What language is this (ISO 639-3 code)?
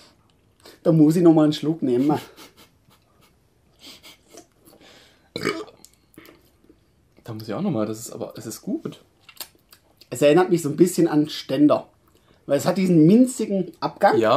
deu